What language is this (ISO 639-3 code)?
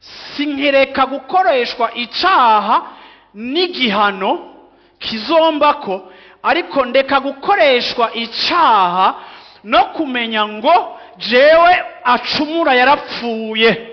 run